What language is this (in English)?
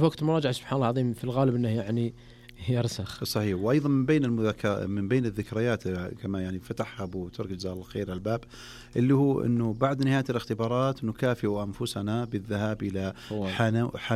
Najdi Arabic